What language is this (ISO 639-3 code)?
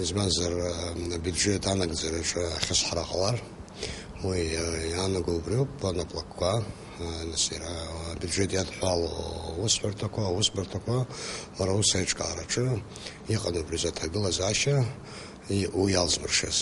abk